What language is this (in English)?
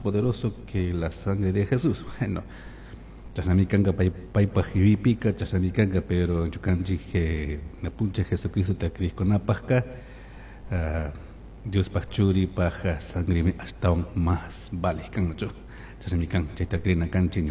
Chimborazo Highland Quichua